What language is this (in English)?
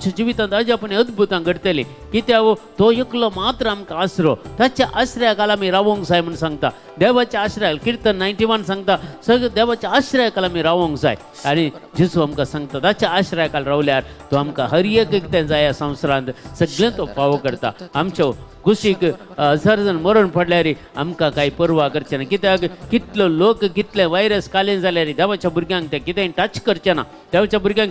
Konkani